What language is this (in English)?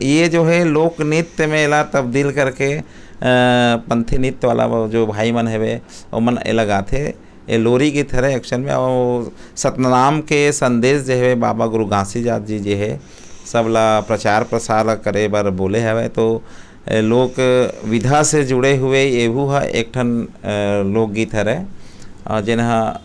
Chhattisgarhi